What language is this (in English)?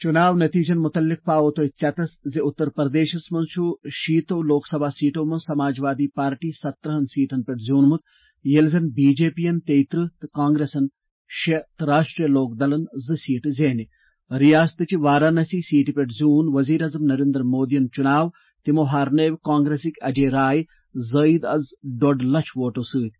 Kashmiri